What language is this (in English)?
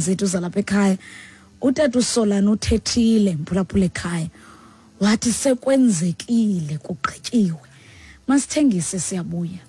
Xhosa